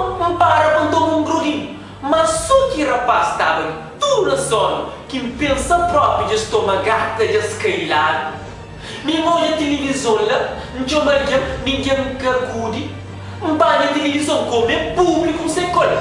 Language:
Kabuverdianu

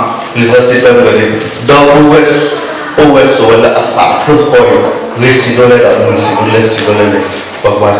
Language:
S'gaw Karen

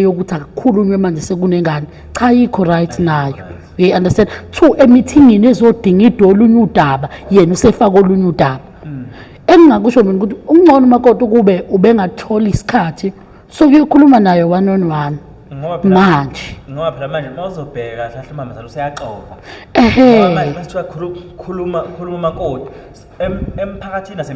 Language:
Zulu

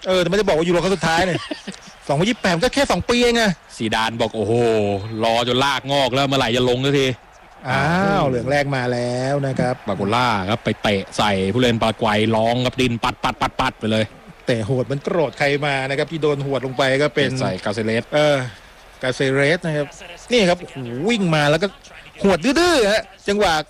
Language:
Thai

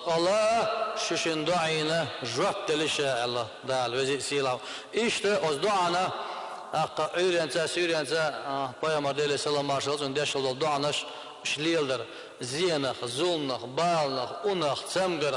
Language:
Chechen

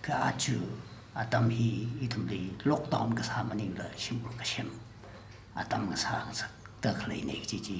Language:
Tangkhul Naga (India)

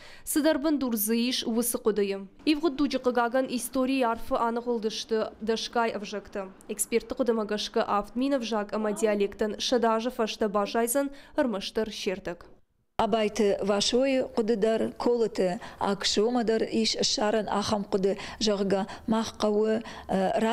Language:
Ossetic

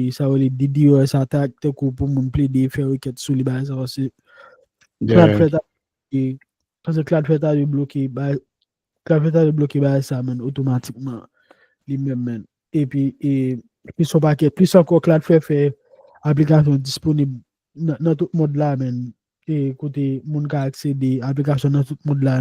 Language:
Haitian Creole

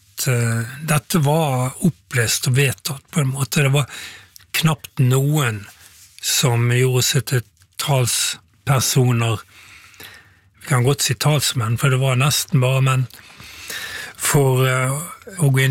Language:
Norwegian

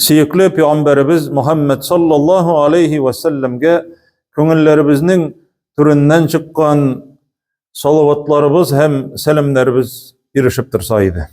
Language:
Tatar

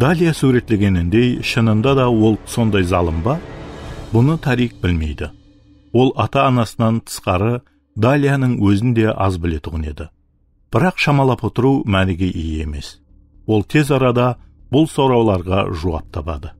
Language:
Kara-Kalpak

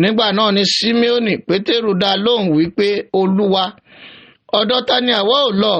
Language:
Yoruba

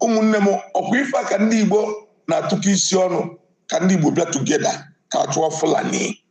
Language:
Igbo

